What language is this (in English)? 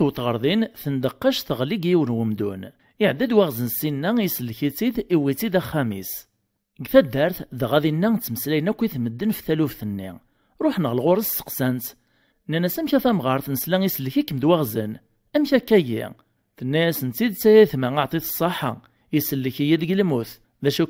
Kabyle